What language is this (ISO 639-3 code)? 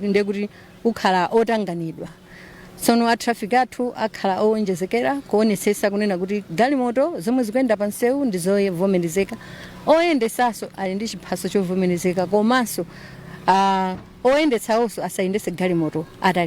nya